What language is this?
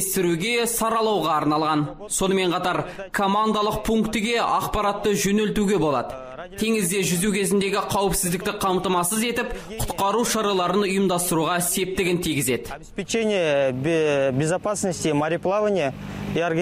Kazakh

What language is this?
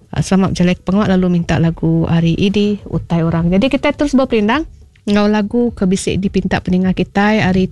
Iban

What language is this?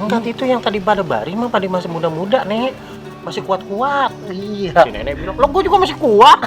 Betawi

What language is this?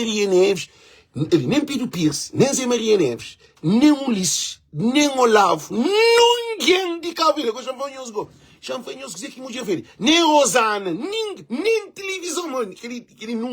Kabuverdianu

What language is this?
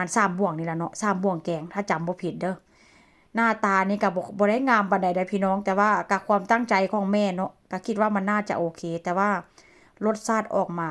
Northeastern Thai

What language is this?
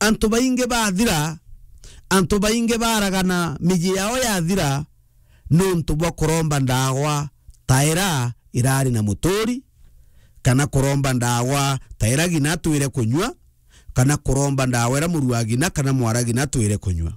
Meru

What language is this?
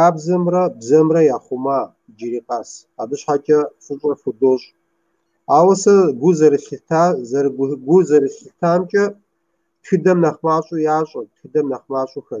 Kabardian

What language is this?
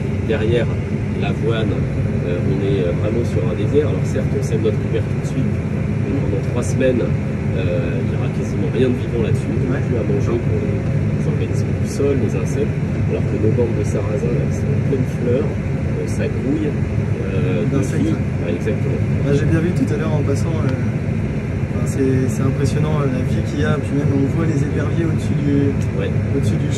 French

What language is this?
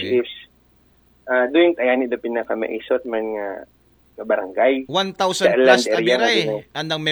Aklanon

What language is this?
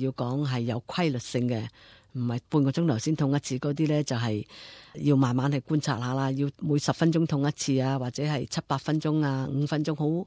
Cantonese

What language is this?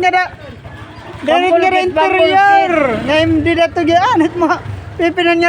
Waray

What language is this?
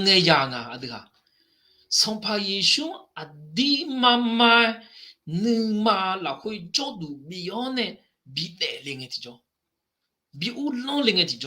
Akha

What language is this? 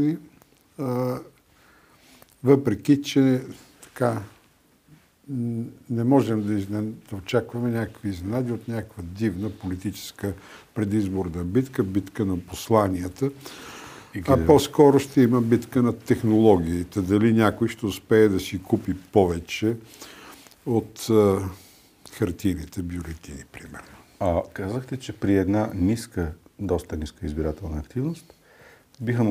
Bulgarian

